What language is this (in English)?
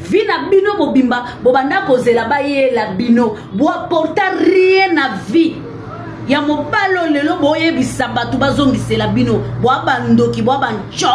Lingala